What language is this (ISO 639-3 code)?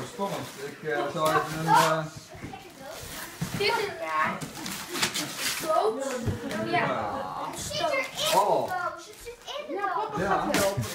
nld